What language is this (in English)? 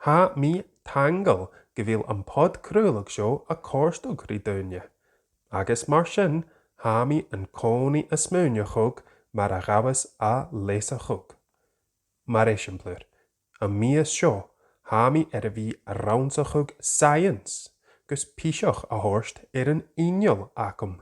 Scottish Gaelic